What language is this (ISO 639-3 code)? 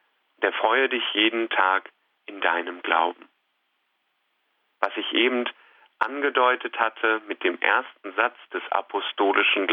deu